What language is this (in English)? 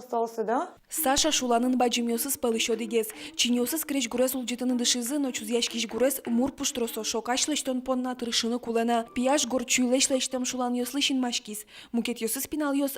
Udmurt